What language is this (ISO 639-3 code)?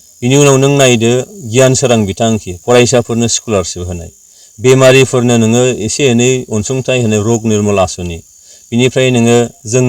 brx